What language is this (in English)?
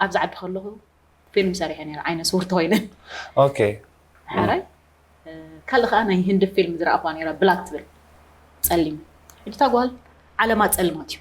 Tigrinya